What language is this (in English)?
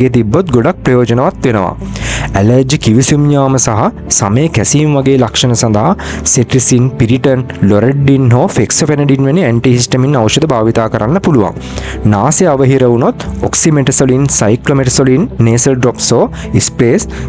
Sinhala